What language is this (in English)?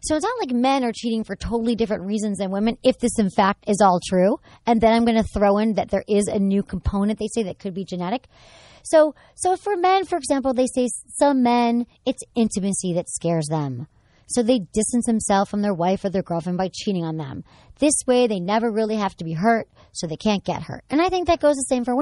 English